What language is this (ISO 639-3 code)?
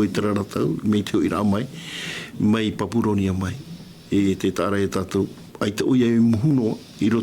tah